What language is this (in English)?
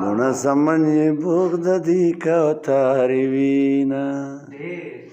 Pashto